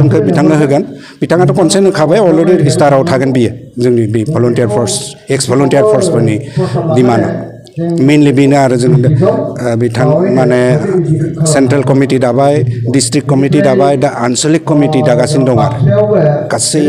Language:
Bodo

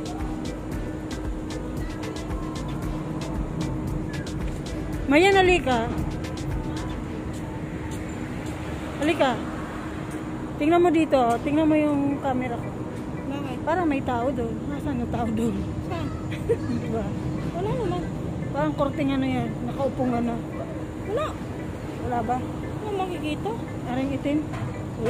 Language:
Filipino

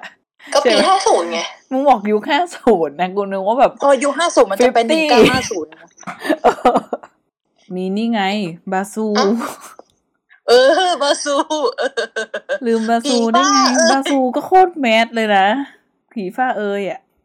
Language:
Thai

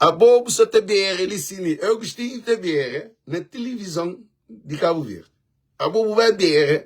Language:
Kabuverdianu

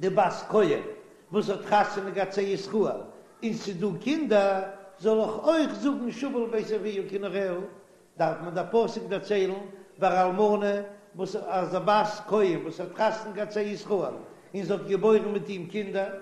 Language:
Yiddish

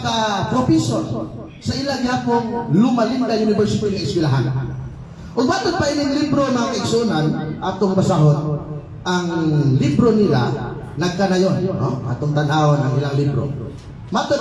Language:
Cebuano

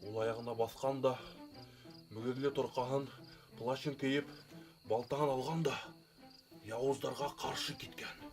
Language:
Bashkir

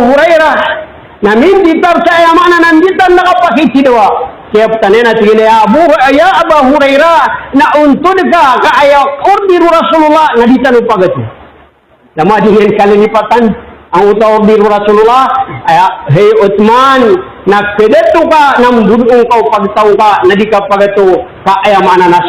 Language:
Maranao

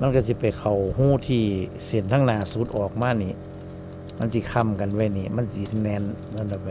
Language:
Northeastern Thai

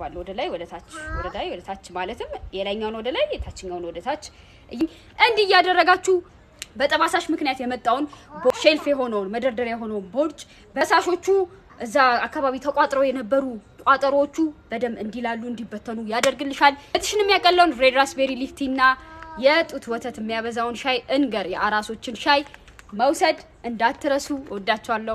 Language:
Amharic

